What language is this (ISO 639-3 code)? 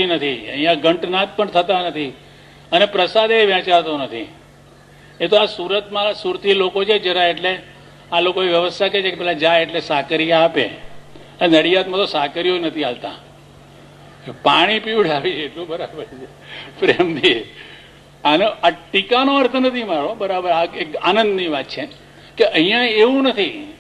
guj